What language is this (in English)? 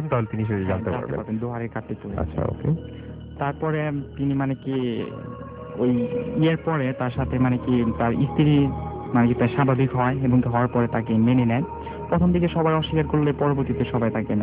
Bangla